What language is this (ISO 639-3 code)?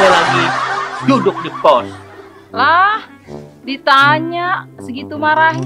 bew